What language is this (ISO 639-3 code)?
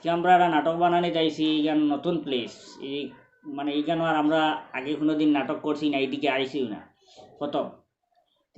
syl